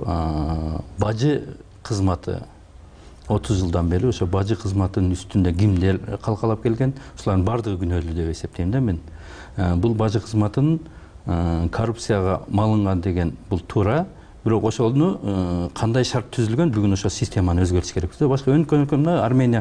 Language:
Kyrgyz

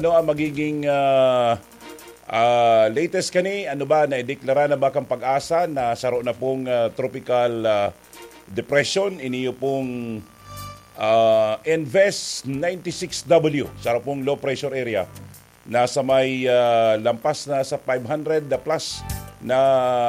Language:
Bikol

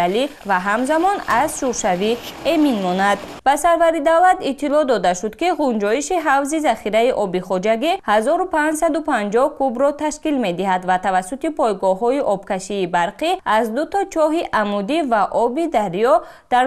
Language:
Tajik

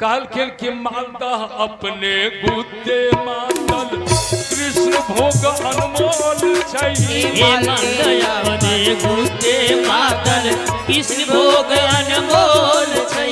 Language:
Maithili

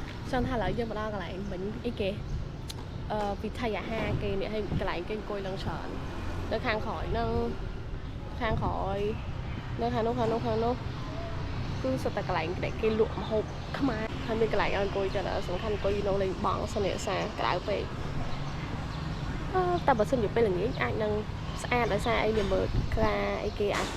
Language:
Khmer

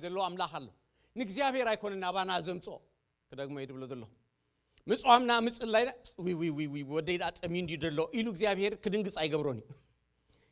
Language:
Tigrinya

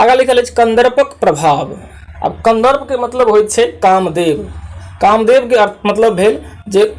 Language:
Maithili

